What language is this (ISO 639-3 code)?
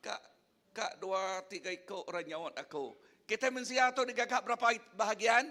iba